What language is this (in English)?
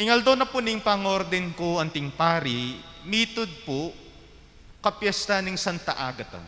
Pampanga